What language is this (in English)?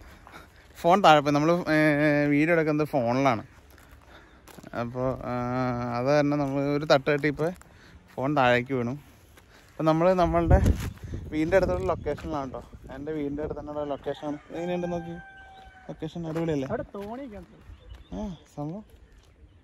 Malayalam